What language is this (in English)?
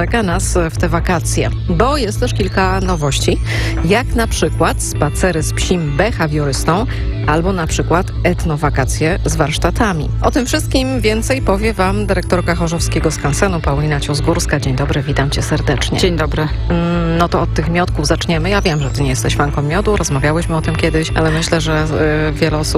Polish